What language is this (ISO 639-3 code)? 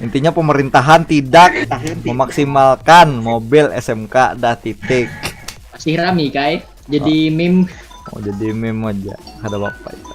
bjn